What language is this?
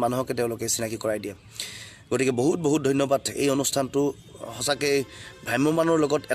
Assamese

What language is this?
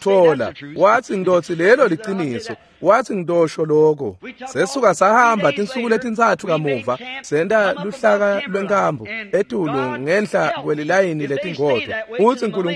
Swati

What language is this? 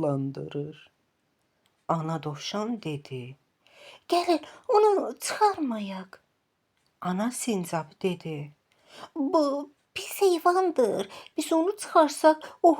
Azerbaijani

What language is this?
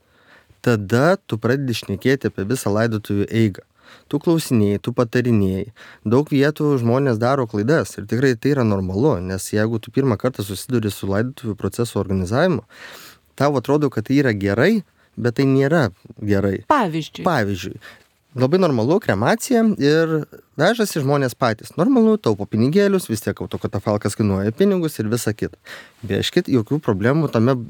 Lithuanian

